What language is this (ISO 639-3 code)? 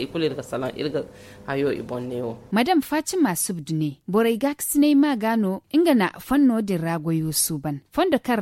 dje